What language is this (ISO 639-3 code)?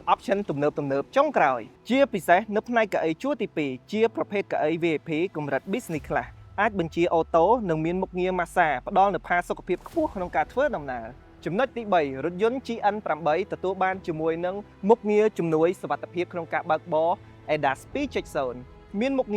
khm